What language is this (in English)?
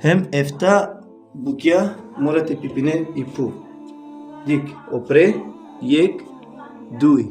Balkan Romani